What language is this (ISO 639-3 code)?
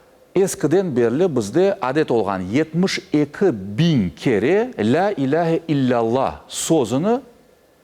crh